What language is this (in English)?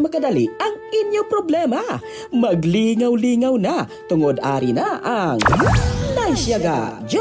Hiligaynon